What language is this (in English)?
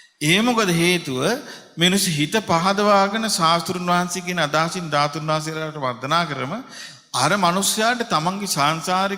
Sinhala